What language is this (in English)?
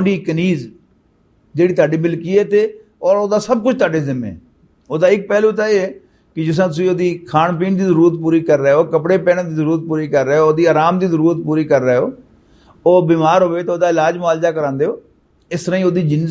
Western Panjabi